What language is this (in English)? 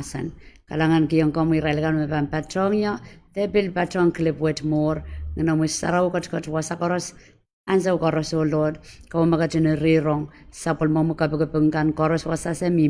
Pohnpeian